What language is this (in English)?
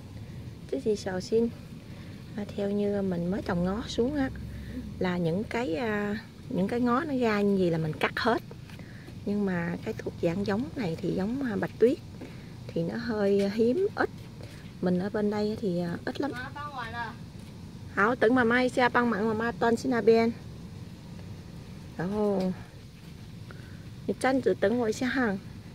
Vietnamese